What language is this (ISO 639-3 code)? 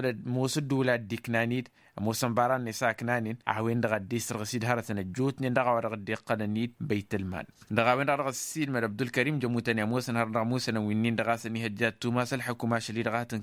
taq